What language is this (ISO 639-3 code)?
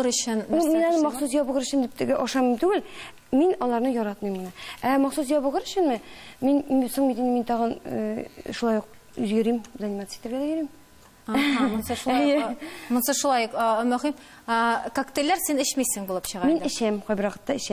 tat